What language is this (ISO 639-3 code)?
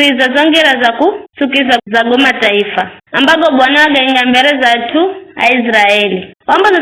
nyf